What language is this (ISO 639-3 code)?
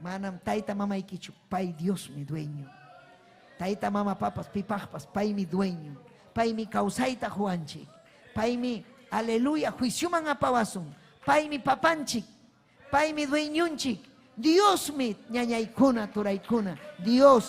quy